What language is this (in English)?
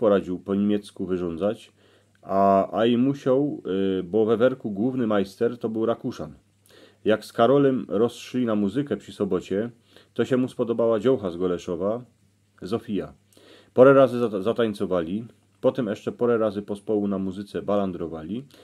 Silesian